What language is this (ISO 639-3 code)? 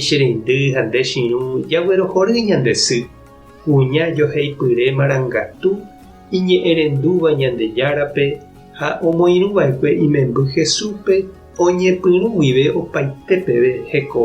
grn